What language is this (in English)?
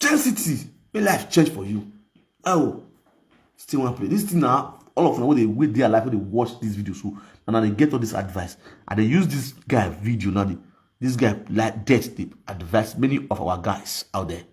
Nigerian Pidgin